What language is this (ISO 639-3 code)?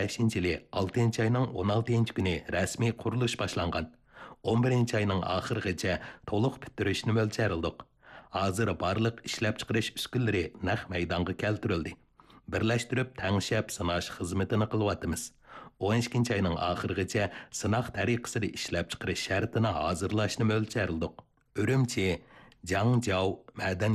uig